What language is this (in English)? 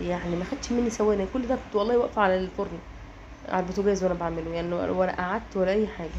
Egyptian Arabic